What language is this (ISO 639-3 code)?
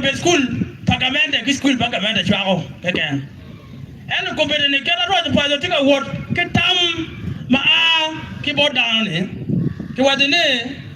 ach